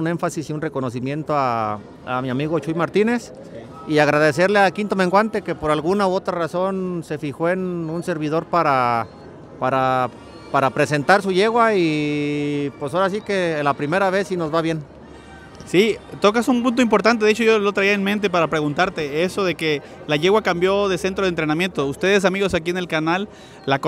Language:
Spanish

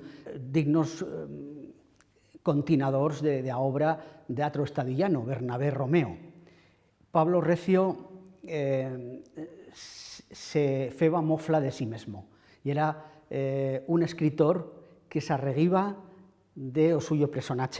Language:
Aragonese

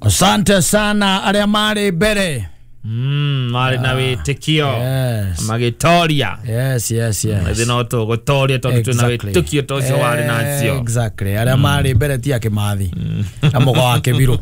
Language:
Kikuyu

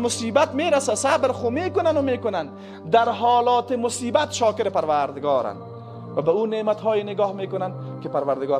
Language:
Persian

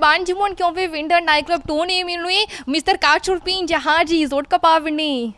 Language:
Morisyen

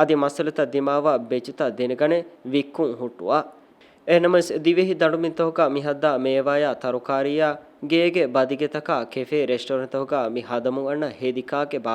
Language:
Divehi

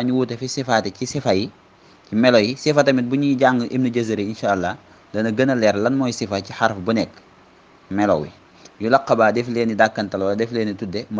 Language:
Wolof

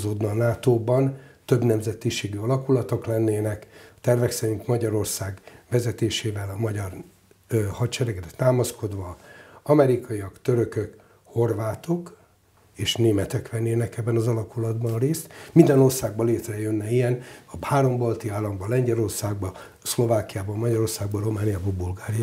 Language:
Hungarian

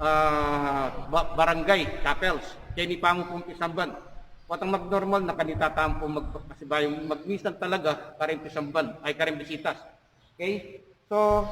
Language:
Pampanga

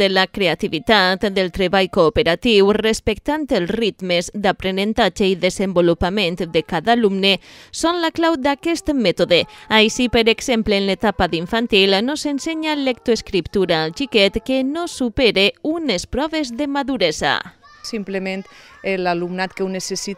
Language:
Catalan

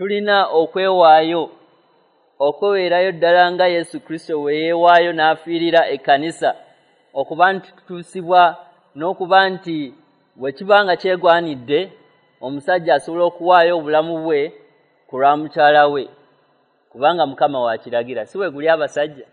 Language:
Ganda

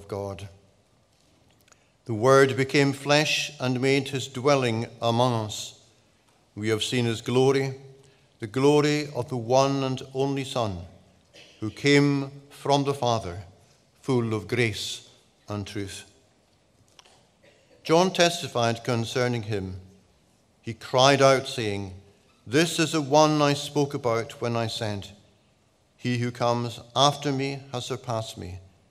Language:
English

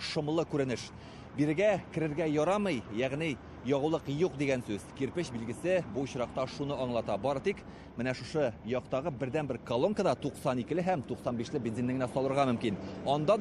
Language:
Tatar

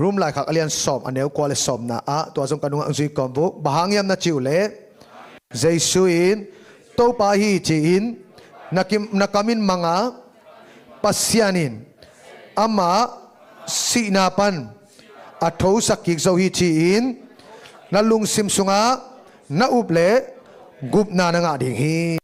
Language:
Tedim Chin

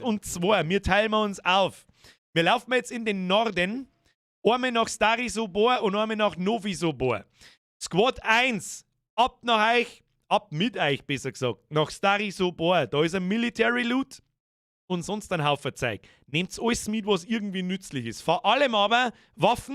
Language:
Bavarian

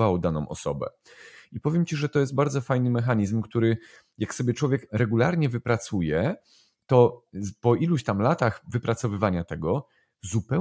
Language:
Polish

